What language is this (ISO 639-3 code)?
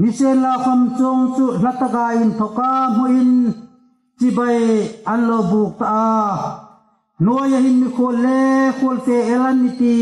hmr